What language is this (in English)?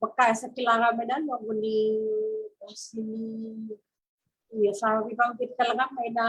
Fijian